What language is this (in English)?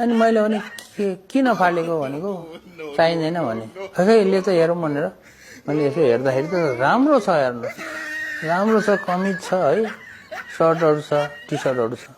Nepali